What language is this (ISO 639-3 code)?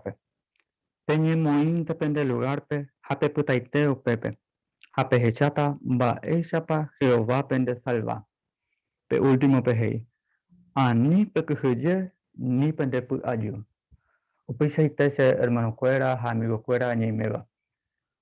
grn